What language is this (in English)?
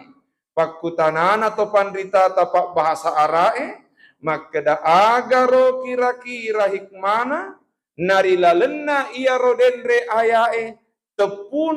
Buginese